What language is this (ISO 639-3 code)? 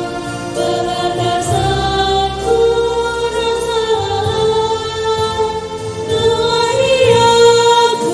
btx